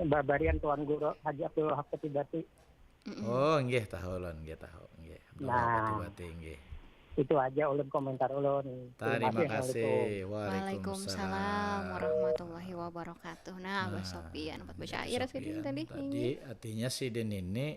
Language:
Banjar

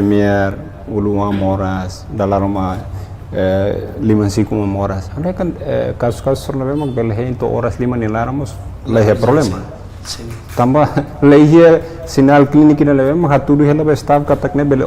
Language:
Tetum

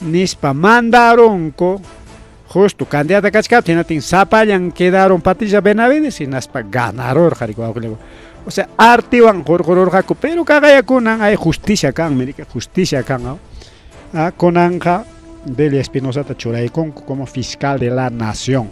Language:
Ayacucho Quechua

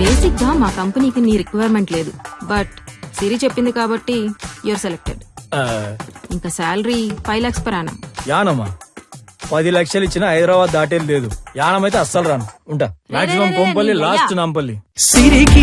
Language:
Telugu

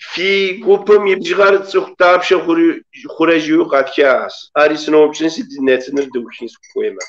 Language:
Kabardian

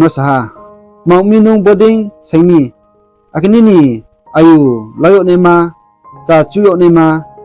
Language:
Riang (India)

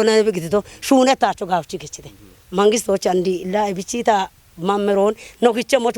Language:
Kafa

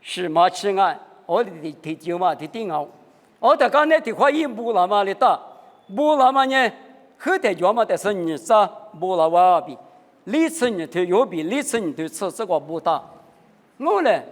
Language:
Lisu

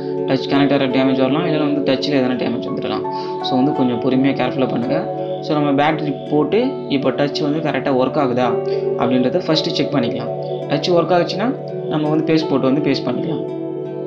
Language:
Tamil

